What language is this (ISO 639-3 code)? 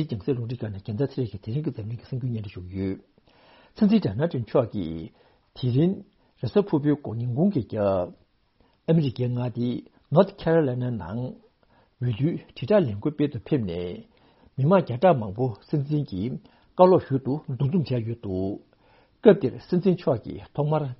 bod